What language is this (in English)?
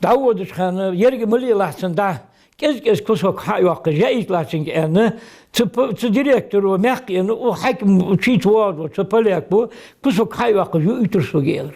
Ingush